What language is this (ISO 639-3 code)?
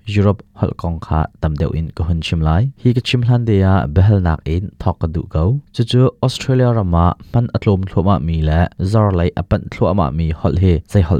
cnh